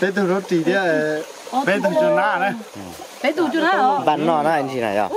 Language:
Hmong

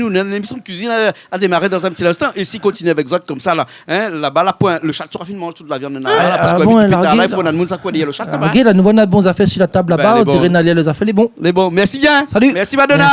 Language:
Réunion Creole French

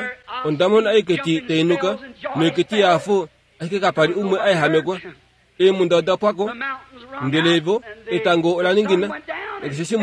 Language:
Kuanyama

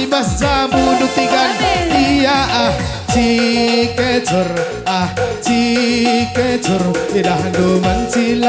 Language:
Batak Karo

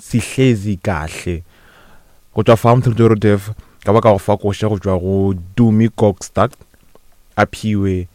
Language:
Northern Sotho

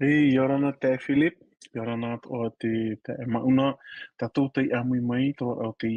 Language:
Tahitian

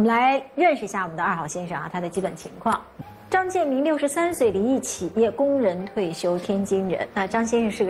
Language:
Chinese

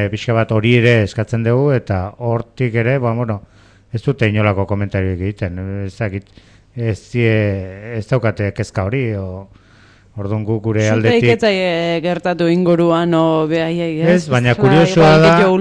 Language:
Basque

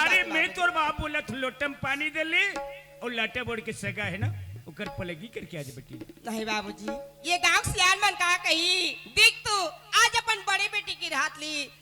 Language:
Chhattisgarhi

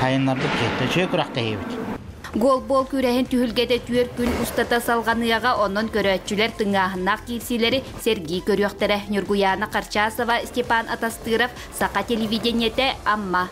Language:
Yakut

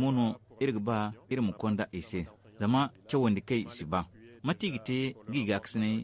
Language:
Zarma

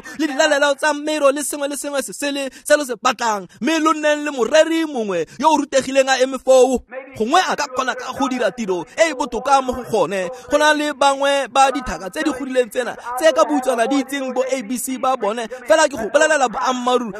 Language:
Tswana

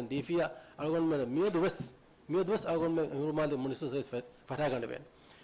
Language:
Divehi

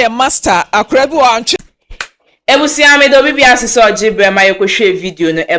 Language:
Akan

